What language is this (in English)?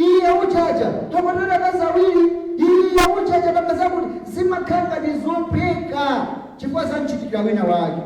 Nyanja